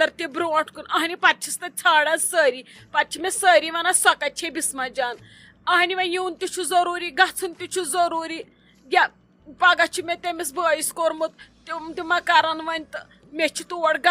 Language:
Kashmiri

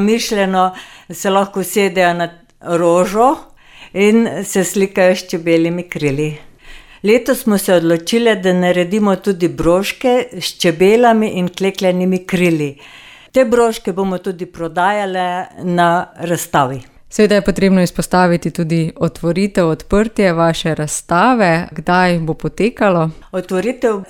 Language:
Slovenian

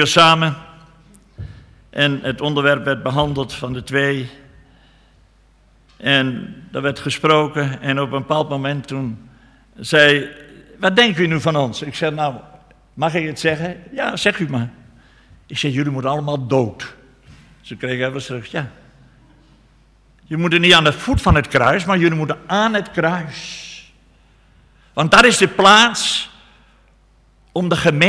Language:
Dutch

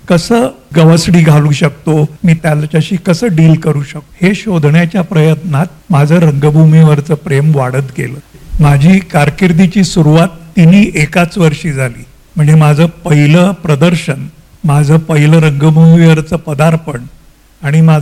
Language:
Marathi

